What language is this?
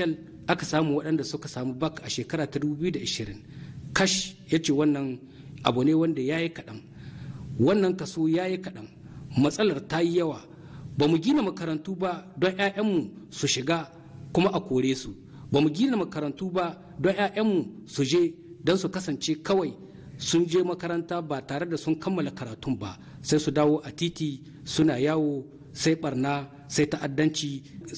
Hausa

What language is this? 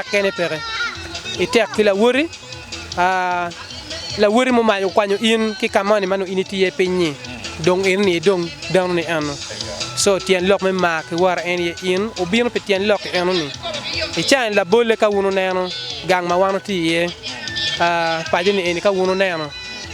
Acoli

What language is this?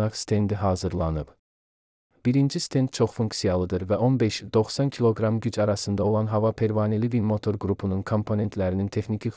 Azerbaijani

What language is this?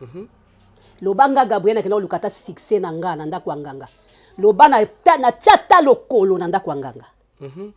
Lingala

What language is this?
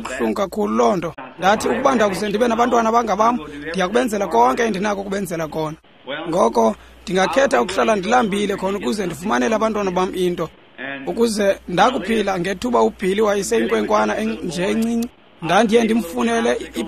Xhosa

